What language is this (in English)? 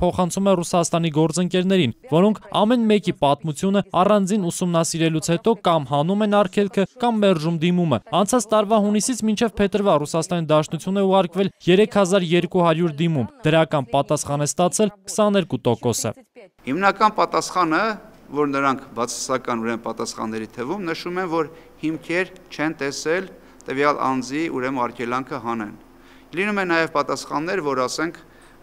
Armenian